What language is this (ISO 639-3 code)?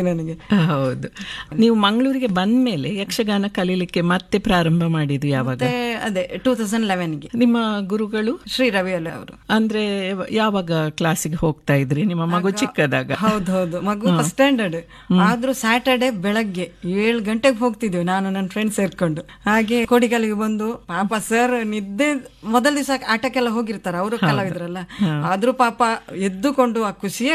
kan